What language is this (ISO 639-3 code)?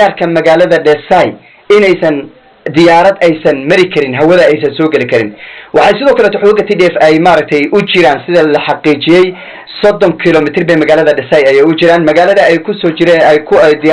som